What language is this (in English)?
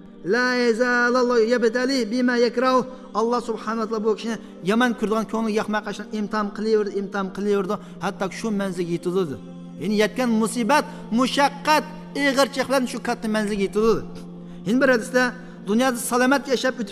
Uyghur